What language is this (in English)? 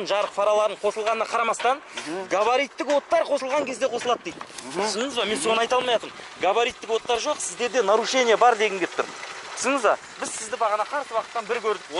Kazakh